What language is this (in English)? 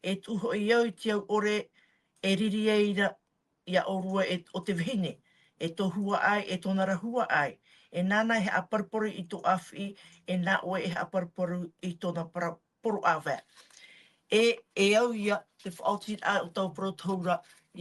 Tahitian